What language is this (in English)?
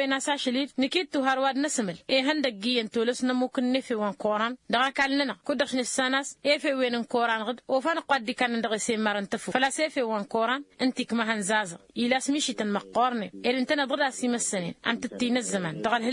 Tamasheq